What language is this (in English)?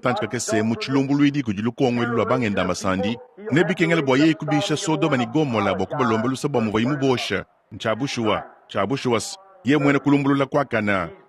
Luba-Lulua